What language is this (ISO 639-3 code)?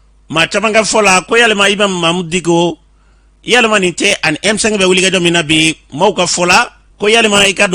bam